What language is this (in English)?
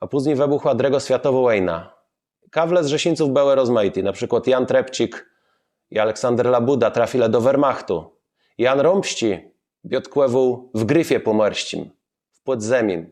Kashubian